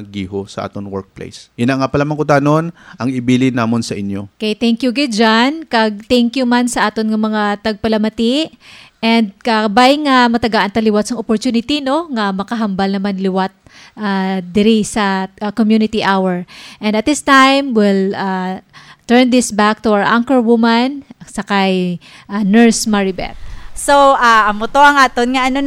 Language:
Hiligaynon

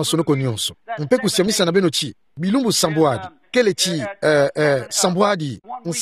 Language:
Kituba (Democratic Republic of Congo)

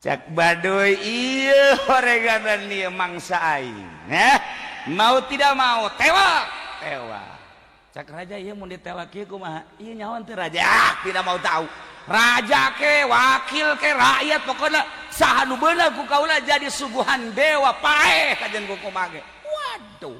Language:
Sundanese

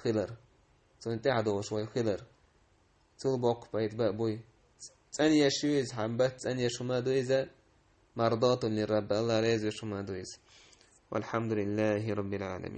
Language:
Chechen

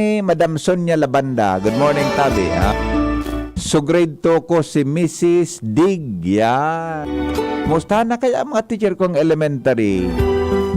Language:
Bikol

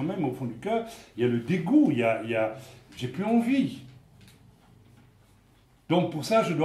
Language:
French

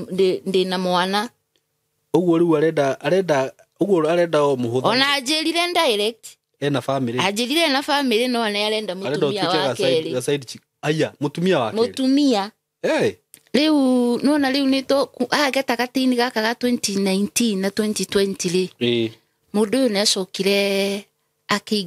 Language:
Kikuyu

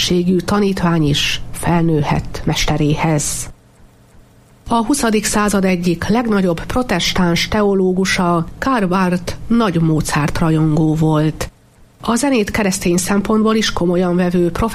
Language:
Hungarian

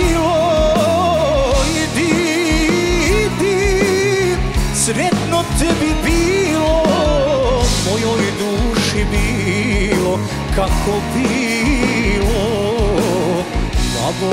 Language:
Croatian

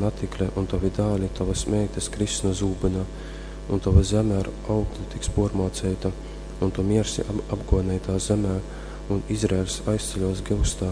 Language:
Latgalian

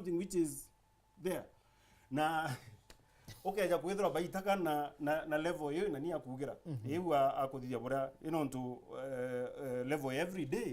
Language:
Meru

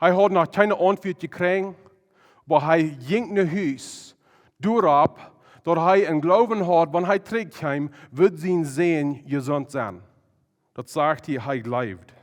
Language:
Plautdietsch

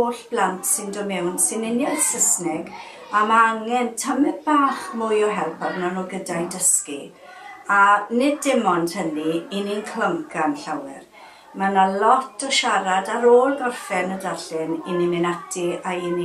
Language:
Welsh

